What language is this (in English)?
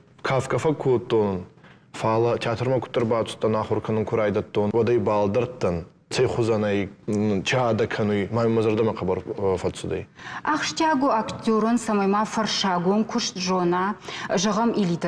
Ossetic